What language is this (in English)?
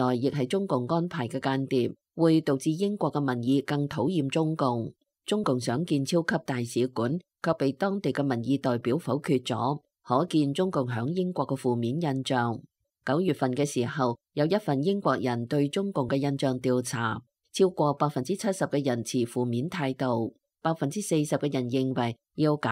Cantonese